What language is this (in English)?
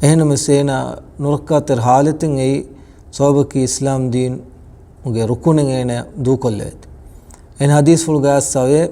Divehi